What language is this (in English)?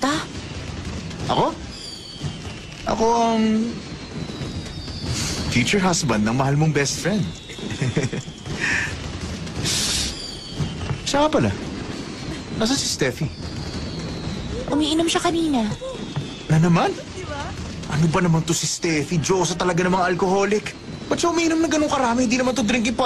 Filipino